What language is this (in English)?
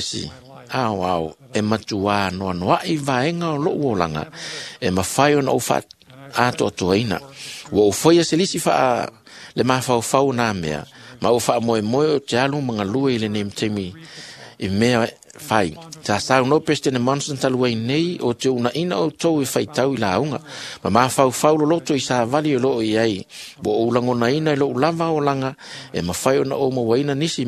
Samoan